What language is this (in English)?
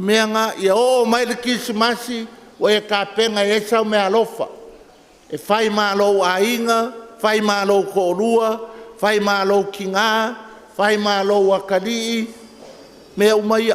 Samoan